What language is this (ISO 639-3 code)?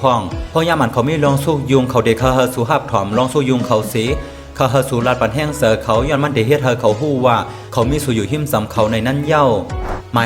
shn